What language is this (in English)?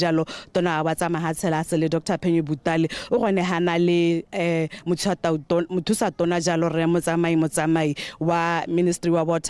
Tswana